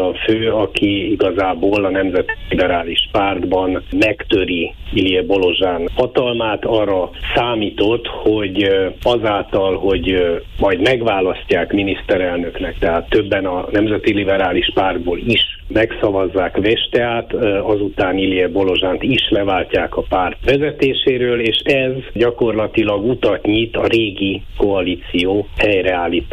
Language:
Hungarian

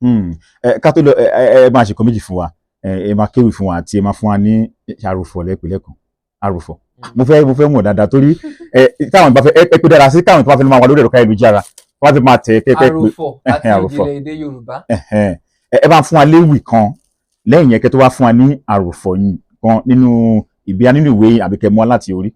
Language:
Yoruba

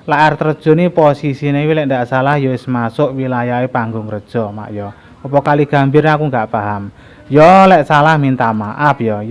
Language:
Javanese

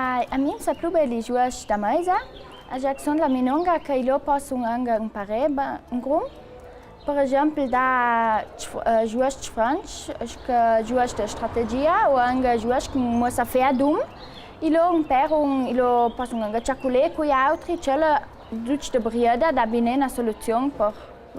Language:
Ladin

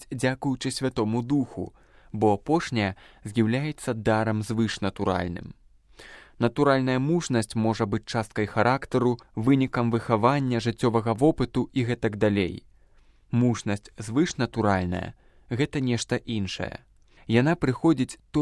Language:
Belarusian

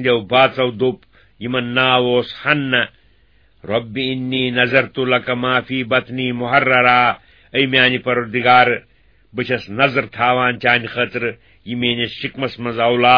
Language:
Kashmiri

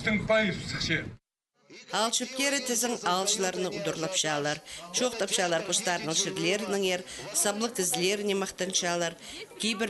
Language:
Khakas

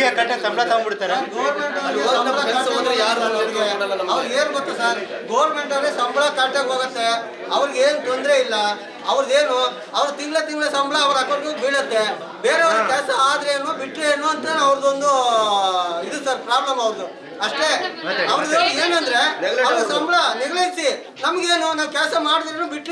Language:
Kannada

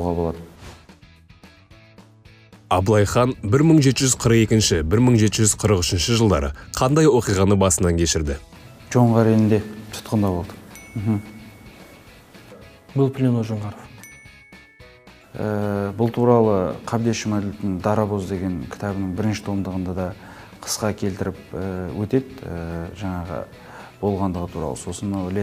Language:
Kazakh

